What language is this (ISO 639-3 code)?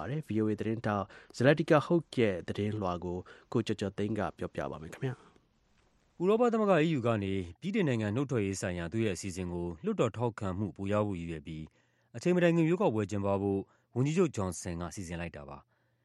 mya